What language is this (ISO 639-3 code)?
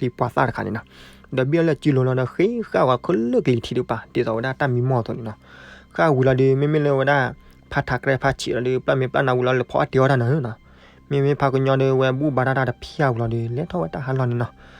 ksw